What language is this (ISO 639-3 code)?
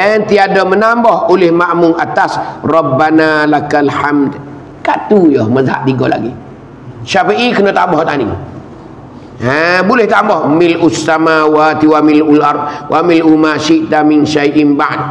mfa